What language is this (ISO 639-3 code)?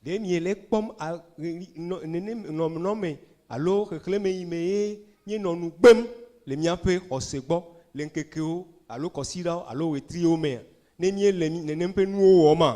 ewe